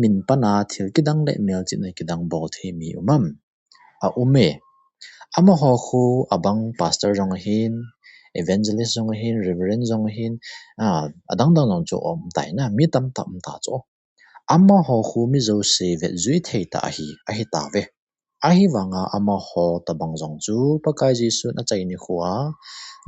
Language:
Thado Chin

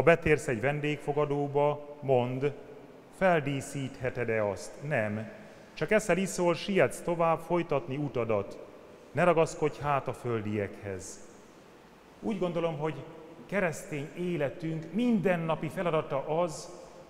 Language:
Hungarian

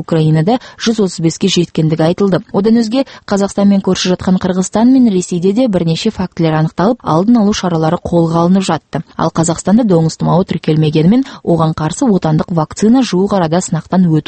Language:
Kazakh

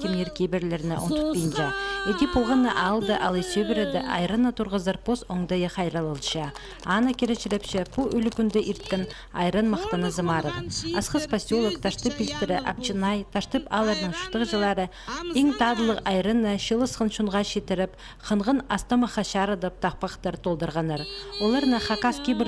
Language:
Khakas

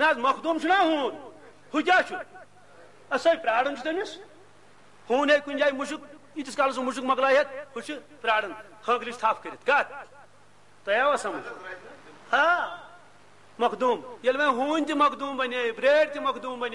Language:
Kashmiri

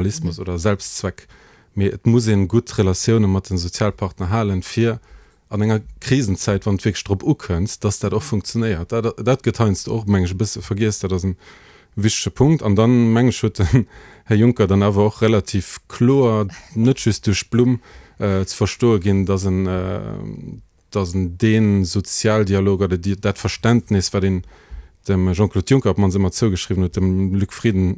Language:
Luxembourgish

